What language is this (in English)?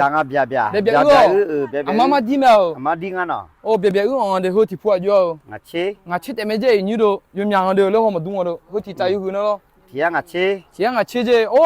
Akha